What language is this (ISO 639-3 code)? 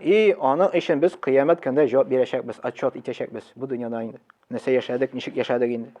tat